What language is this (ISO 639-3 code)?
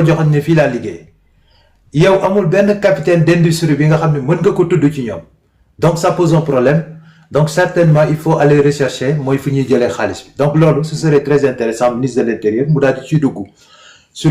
wol